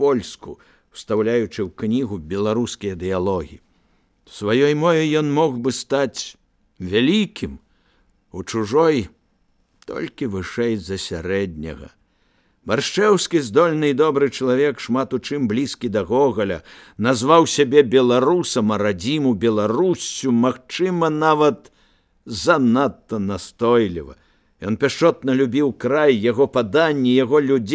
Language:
Belarusian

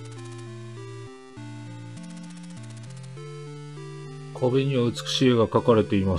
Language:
Japanese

